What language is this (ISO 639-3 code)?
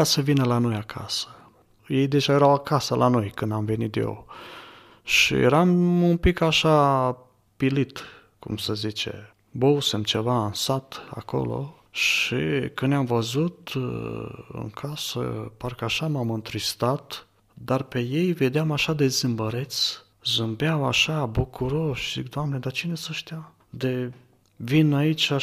ron